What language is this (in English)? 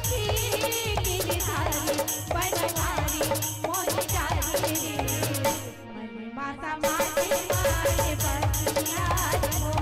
Chhattisgarhi